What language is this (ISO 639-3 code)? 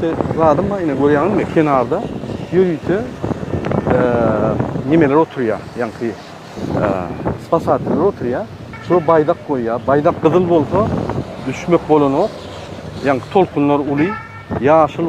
tuk